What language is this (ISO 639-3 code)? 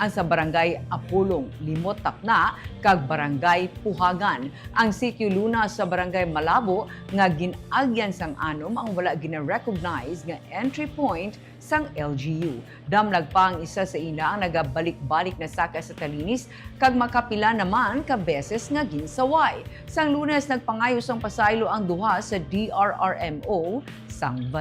hil